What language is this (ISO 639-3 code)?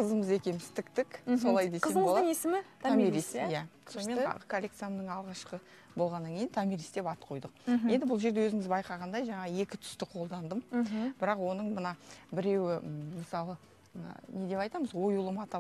kaz